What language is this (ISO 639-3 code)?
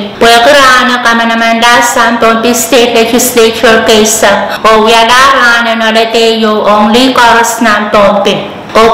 pon